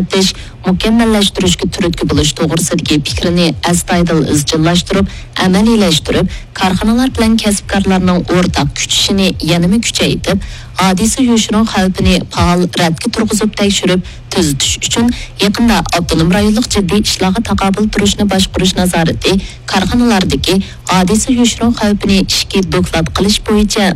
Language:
Uyghur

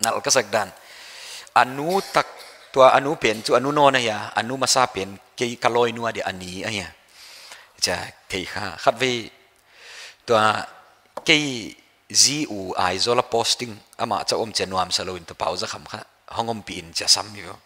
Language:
Paite Chin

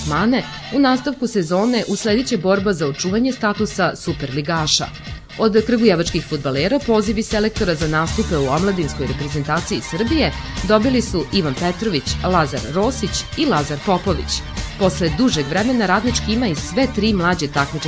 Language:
Serbian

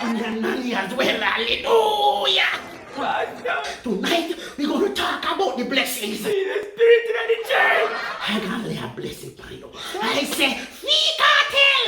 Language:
Jamaican Creole English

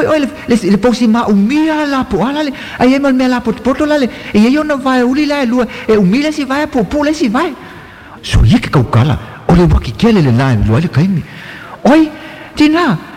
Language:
Samoan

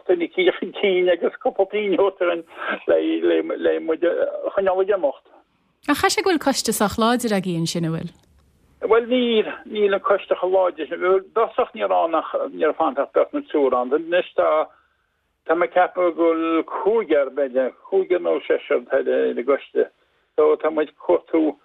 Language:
Irish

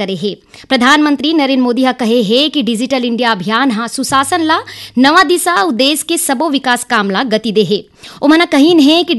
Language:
Chhattisgarhi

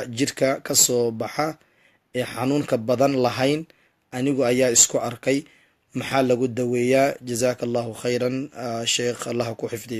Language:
Somali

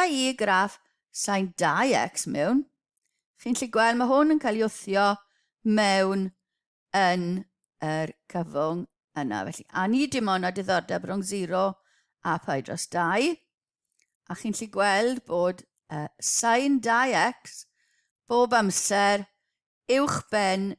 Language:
Welsh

